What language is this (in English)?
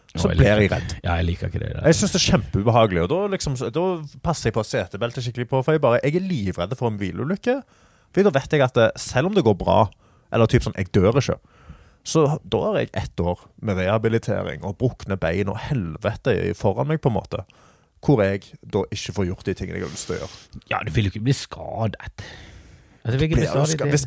Norwegian